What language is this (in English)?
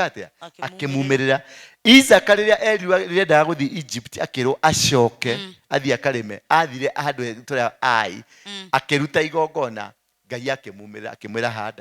Kikuyu